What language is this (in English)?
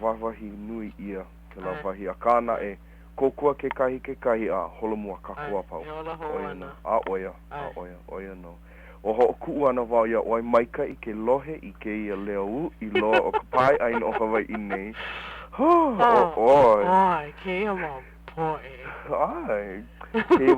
Hawaiian